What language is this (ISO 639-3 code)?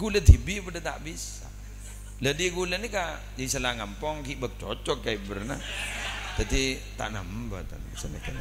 mad